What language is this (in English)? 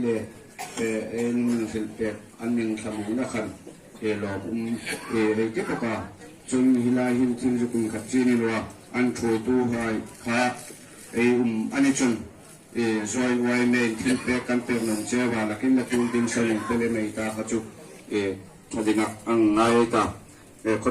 Hmar